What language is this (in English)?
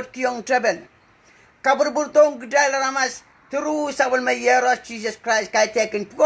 Pohnpeian